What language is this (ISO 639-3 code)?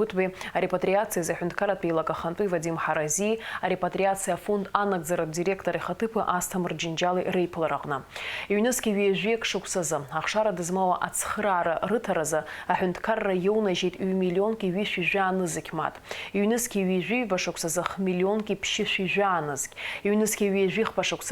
abk